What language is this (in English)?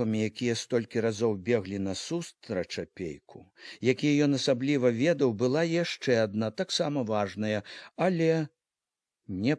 Belarusian